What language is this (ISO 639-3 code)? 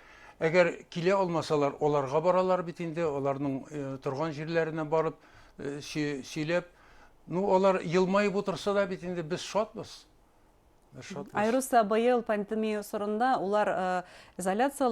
bak